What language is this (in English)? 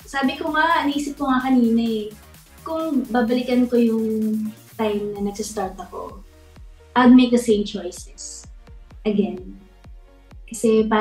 Filipino